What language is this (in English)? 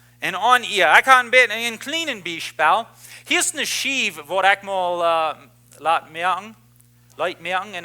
Plautdietsch